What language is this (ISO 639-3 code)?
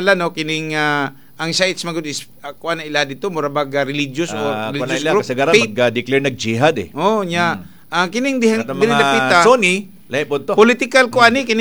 ceb